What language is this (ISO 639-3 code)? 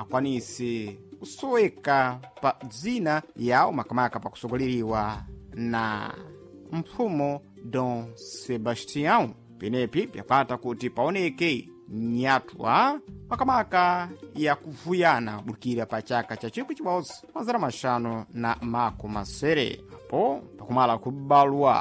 seh